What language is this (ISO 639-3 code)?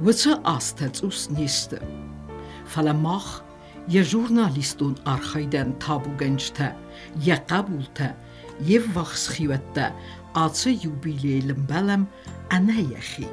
oss